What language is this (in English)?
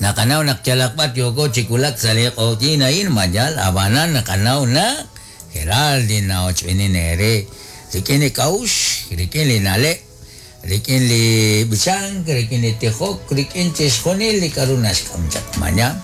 Kekchí